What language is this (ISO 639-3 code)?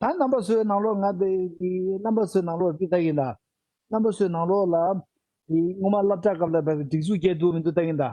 bod